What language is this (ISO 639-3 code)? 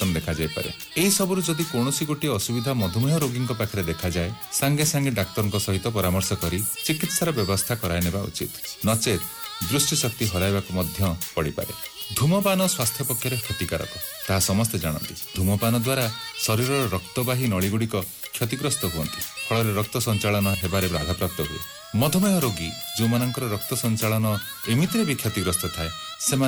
ori